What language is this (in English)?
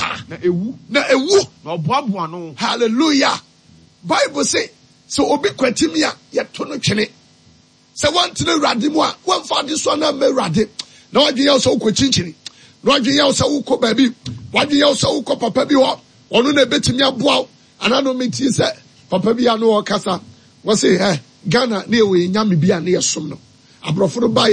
Akan